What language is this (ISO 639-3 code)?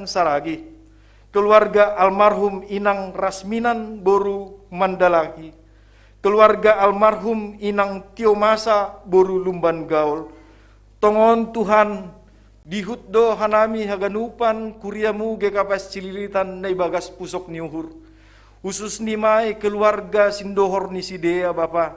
bts